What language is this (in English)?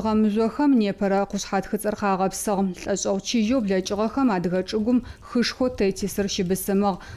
Adyghe